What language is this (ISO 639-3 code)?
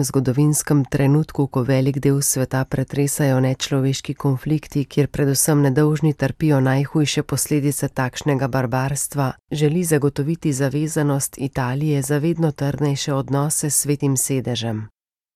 slv